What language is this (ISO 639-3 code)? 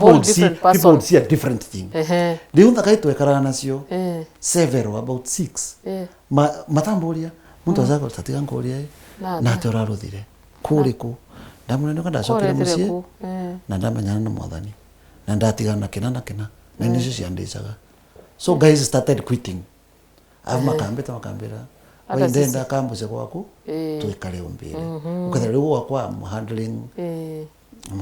mer